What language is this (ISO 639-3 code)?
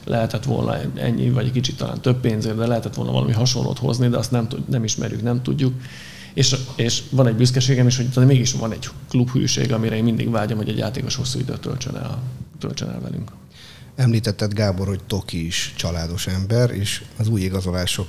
hun